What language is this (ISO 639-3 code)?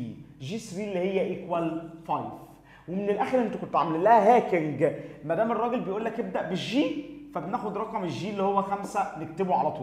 arz